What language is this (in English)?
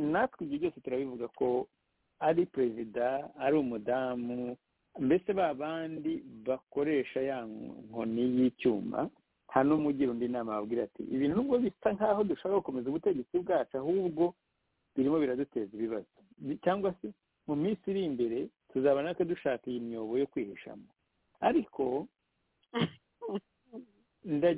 Kinyarwanda